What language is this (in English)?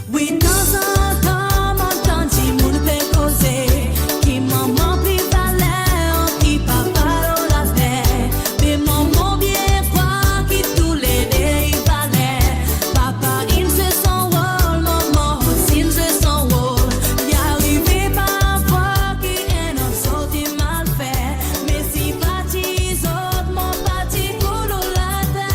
Morisyen